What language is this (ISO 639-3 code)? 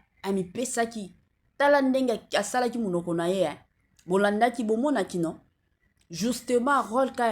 lin